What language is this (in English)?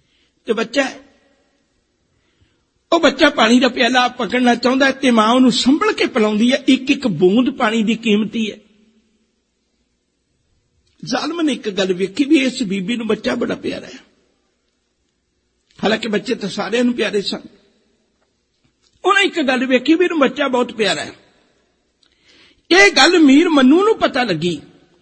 Punjabi